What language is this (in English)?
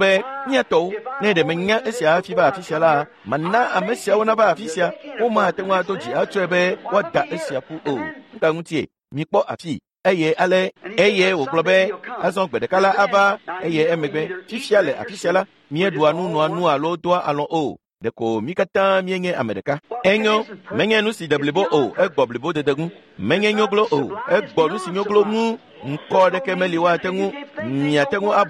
Ewe